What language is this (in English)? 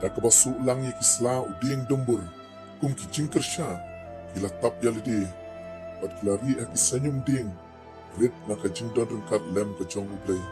Khasi